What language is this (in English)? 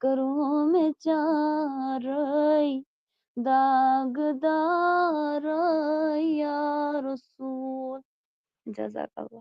Kashmiri